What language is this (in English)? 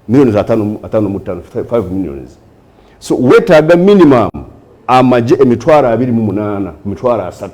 Ganda